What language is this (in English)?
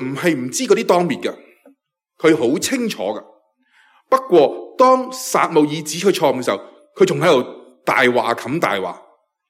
Cantonese